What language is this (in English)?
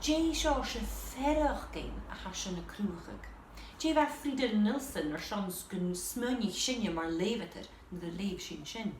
Scottish Gaelic